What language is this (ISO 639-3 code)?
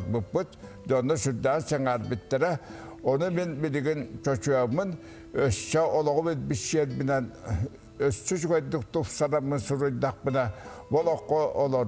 sah